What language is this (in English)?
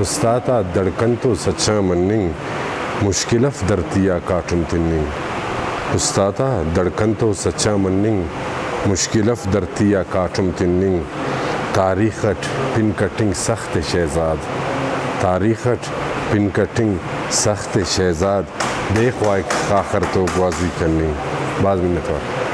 Brahui